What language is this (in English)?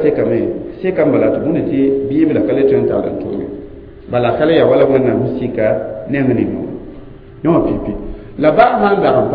Mossi